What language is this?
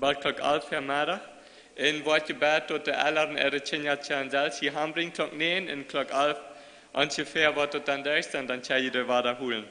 Plautdietsch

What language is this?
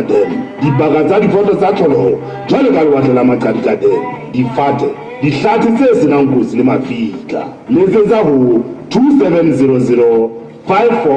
Southern Sotho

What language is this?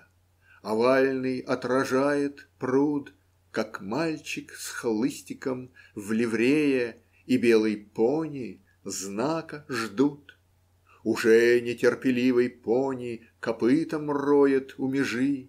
Russian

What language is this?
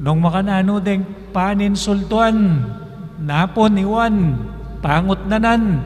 Pampanga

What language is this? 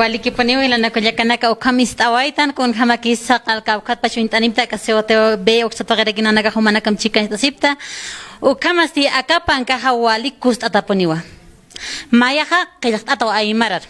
Aymara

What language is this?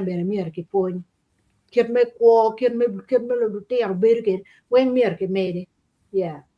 Acoli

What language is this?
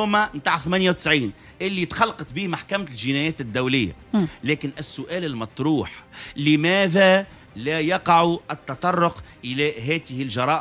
Tunisian Arabic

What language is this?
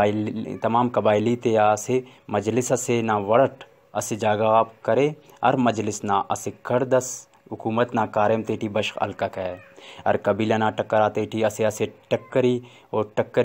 Brahui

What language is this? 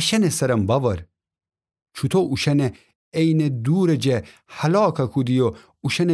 Gilaki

